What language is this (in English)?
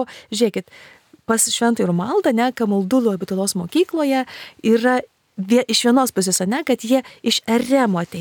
Lithuanian